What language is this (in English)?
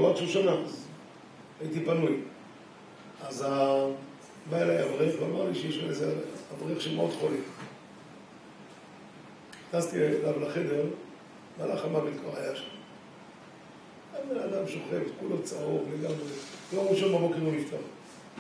Hebrew